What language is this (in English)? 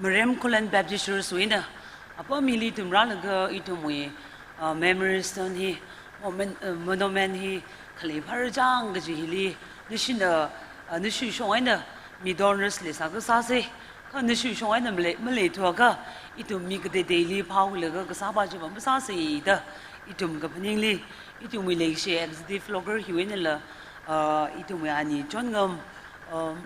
Tangkhul Naga (India)